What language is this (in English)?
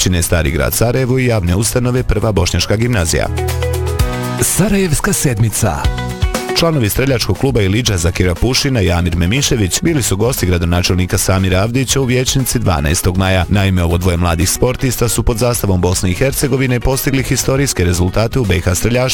Bosnian